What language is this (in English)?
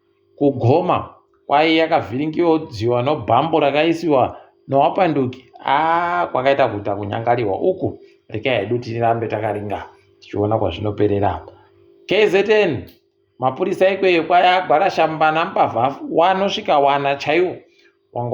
Ndau